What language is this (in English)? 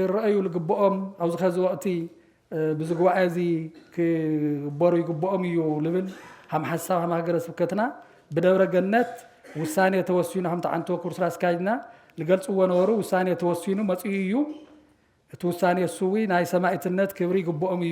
Tigrinya